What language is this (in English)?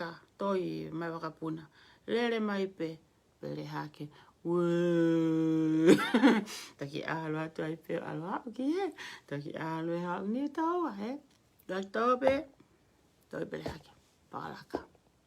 Tongan